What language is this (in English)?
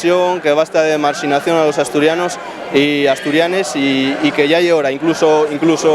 Asturian